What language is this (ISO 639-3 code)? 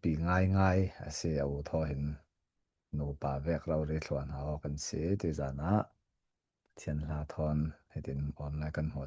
cfm